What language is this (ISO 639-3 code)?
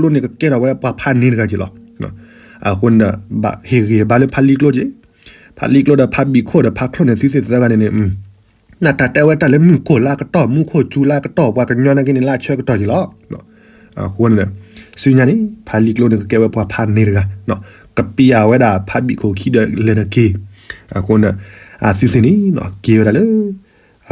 ksw